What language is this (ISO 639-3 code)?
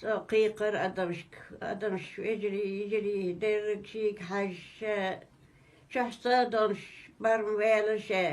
che